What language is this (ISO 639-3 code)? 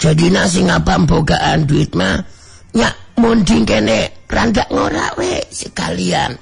sun